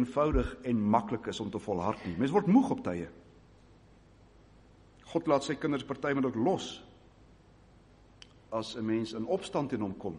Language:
Afrikaans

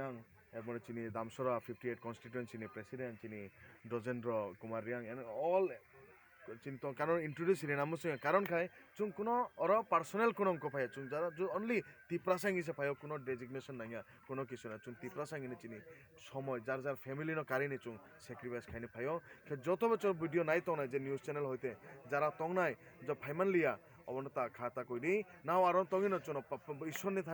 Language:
Kok Borok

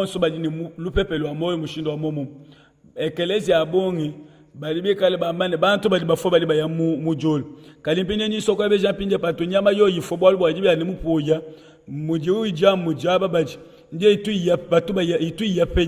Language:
Luba-Lulua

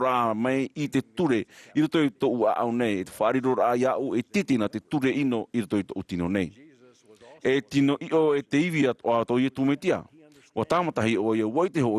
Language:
Tahitian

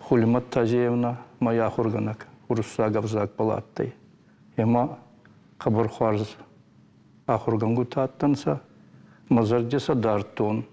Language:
Ossetic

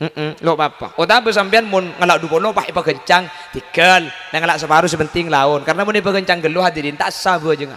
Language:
Madurese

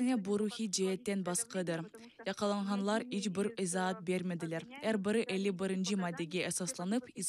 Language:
Crimean Tatar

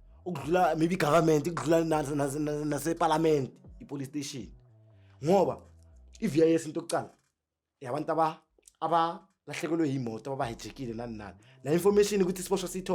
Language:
Zulu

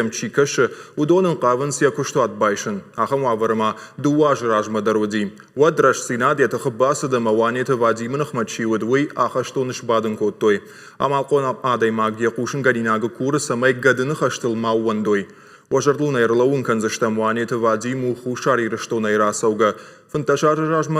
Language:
Ossetic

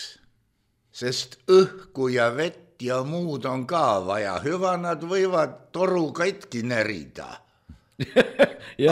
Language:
Estonian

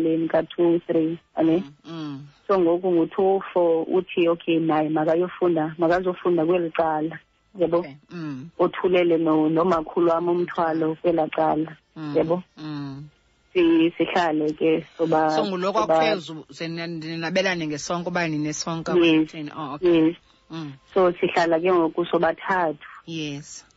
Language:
Xhosa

